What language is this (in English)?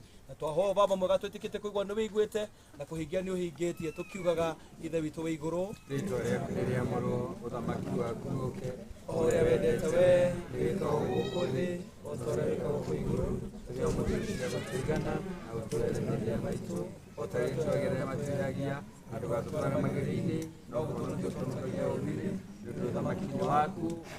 Kikuyu